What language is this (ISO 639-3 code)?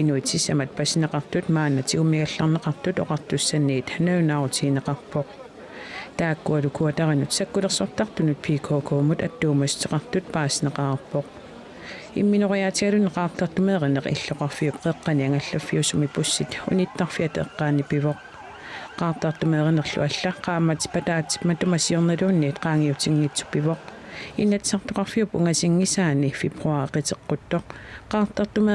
kal